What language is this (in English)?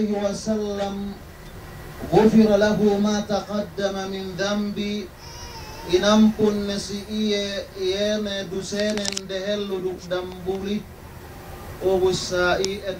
Yakan